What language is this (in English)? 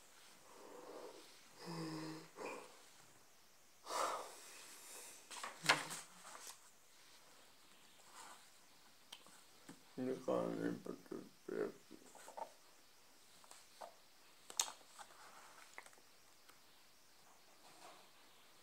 Hebrew